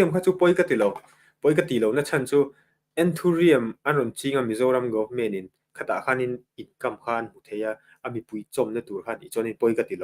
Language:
Mizo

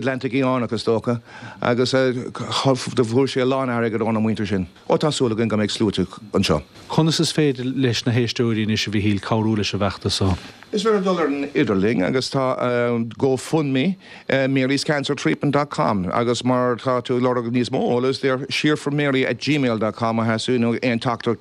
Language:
Irish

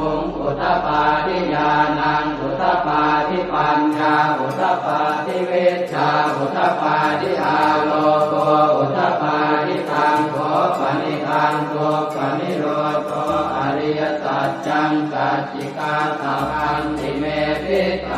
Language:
Pali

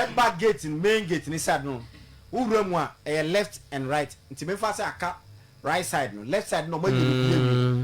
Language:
Akan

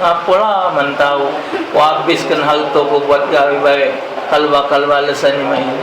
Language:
Musi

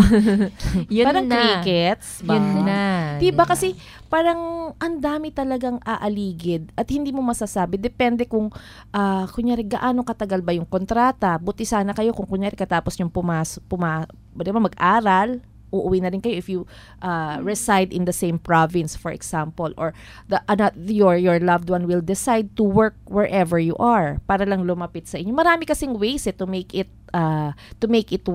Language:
Filipino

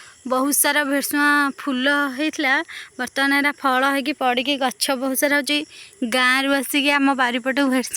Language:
Odia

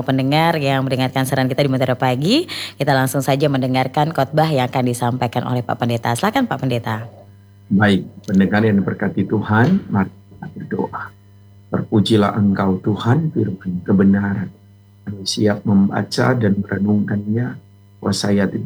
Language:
Indonesian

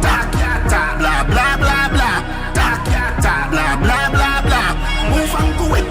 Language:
Jamaican Creole English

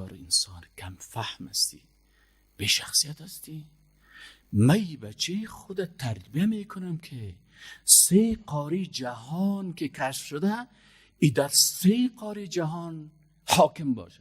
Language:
Persian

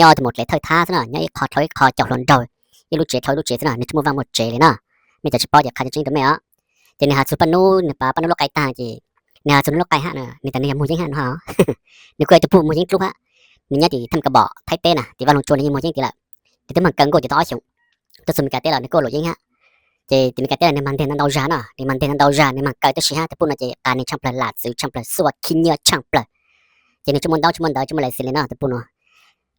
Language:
Hmong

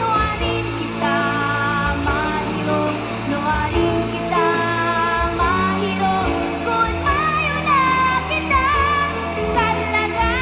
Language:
Bikol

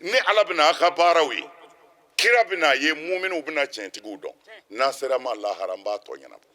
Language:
Bambara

